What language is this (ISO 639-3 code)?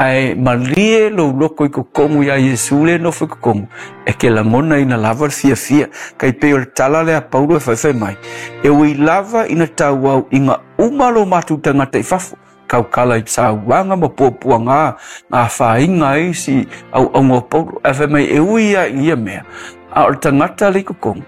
smo